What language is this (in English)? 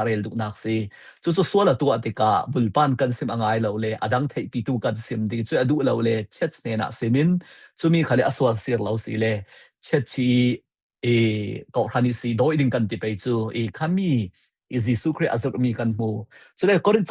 Falam Chin